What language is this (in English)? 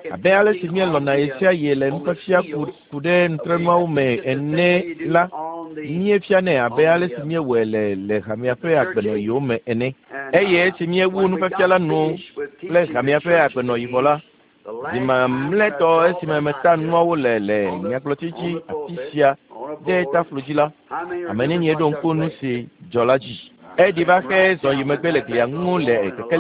Ewe